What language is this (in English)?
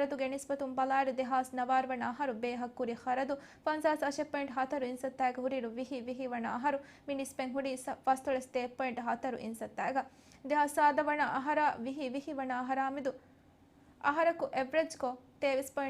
Divehi